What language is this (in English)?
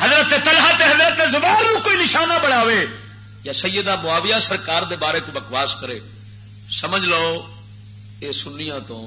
Western Panjabi